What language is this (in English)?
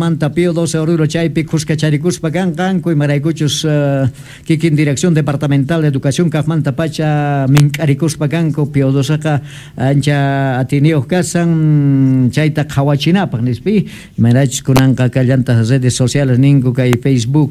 South Bolivian Quechua